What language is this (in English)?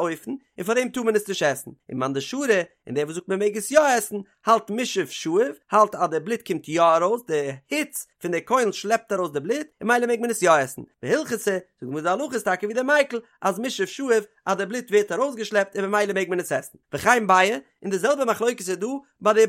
Yiddish